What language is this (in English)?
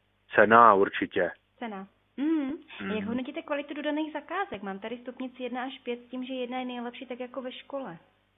Czech